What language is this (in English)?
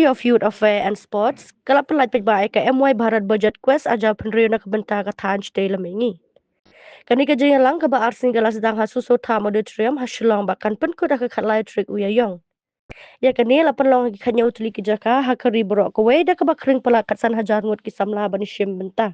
Khasi